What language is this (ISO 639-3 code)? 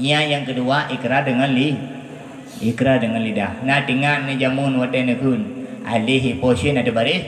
ace